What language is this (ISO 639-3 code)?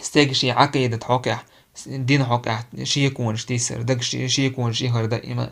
che